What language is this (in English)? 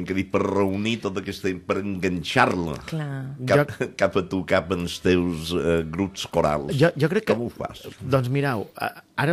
Catalan